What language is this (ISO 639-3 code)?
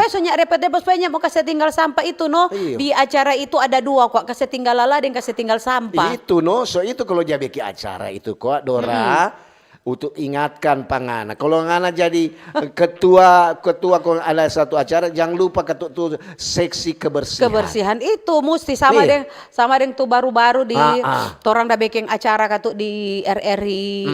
xmm